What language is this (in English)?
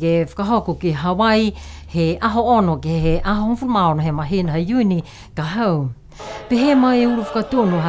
Niuean